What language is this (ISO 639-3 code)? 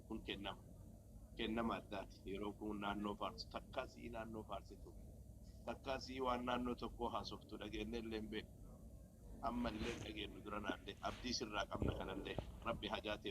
orm